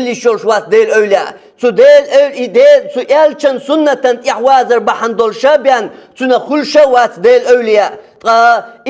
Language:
Chechen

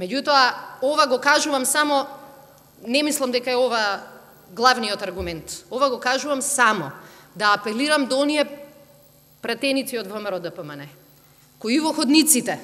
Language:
Macedonian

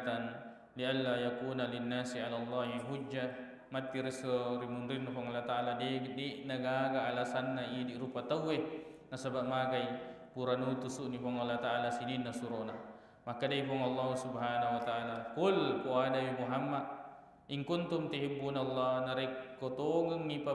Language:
Buginese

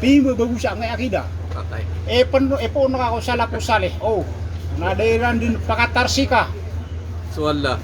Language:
Maranao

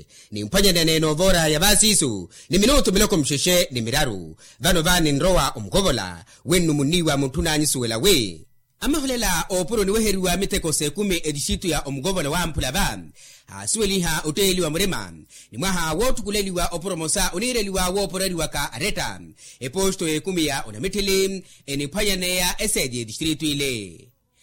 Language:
Makhuwa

